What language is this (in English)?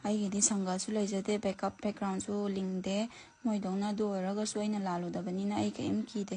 Manipuri